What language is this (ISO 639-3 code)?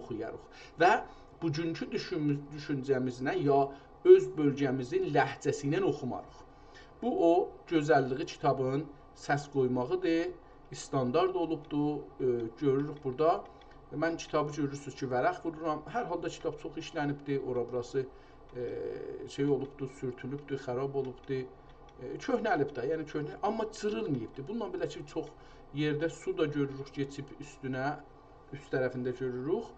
azb